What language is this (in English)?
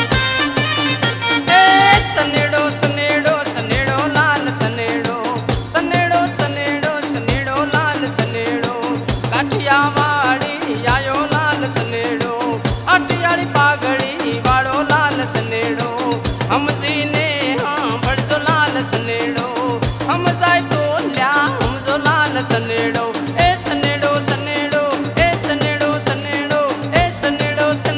Gujarati